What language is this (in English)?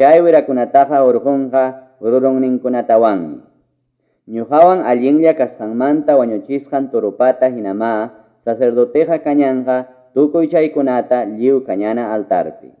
Quechua